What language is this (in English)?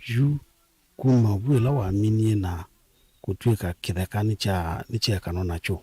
Kamba